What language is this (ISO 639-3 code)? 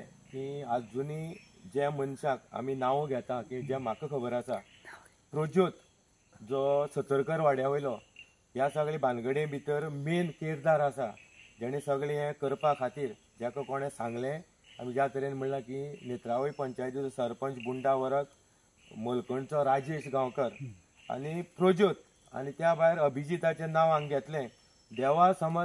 kok